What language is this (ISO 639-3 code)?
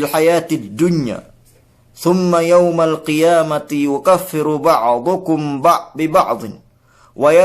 yka